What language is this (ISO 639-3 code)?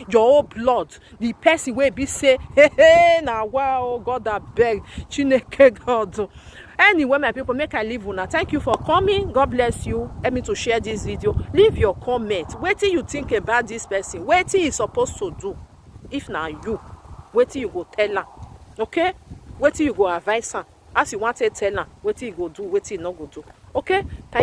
pcm